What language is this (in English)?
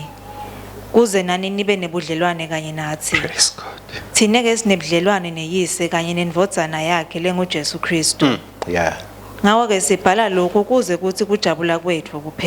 Swati